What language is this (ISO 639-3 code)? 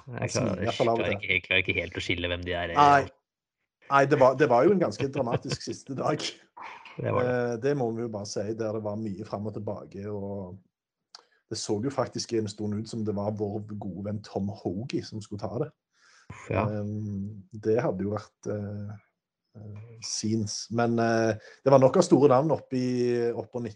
nor